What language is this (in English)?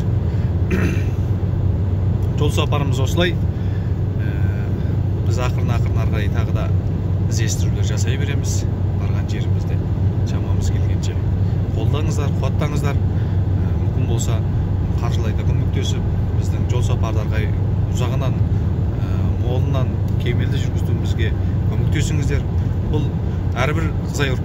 Kazakh